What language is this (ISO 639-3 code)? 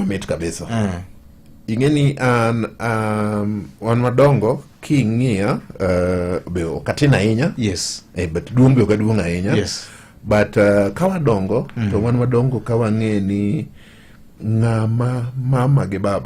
luo